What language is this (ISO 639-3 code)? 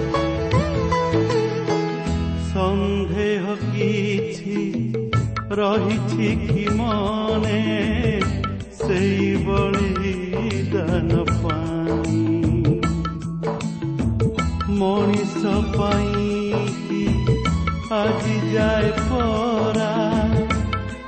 ori